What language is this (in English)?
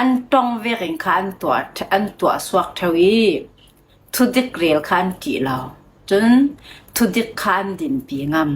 Falam Chin